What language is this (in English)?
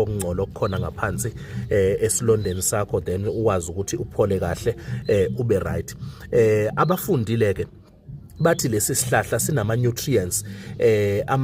Zulu